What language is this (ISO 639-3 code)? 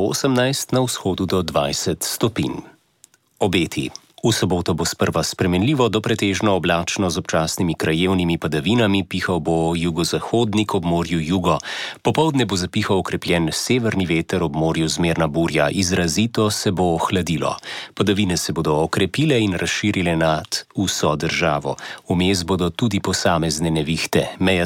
slv